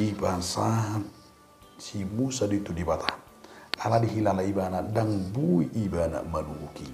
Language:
Batak Toba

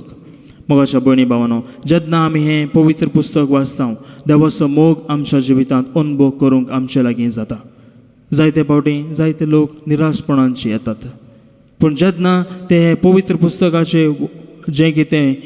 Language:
Konkani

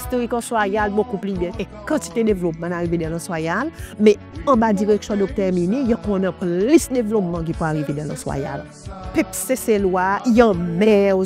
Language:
Seselwa Creole French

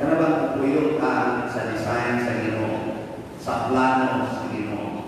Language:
Cebuano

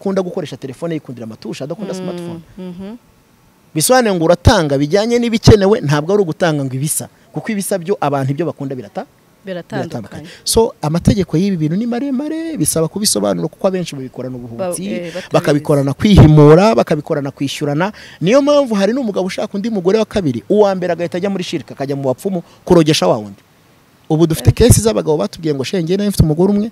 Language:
Kinyarwanda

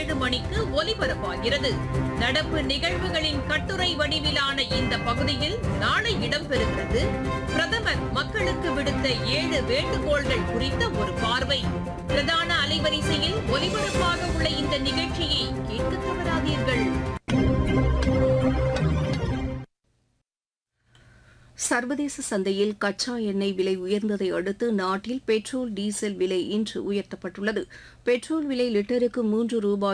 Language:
Tamil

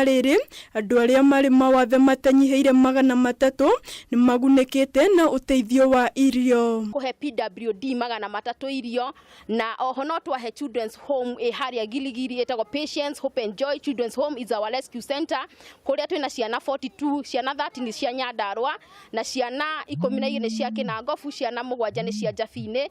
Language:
Kikuyu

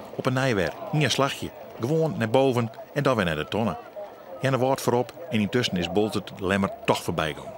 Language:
Western Frisian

